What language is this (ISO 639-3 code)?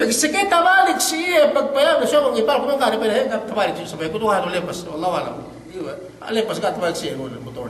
yka